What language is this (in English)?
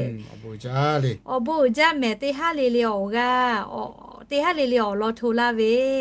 Lahu